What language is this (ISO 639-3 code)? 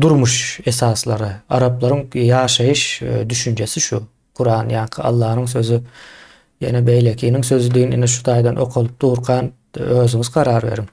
tuk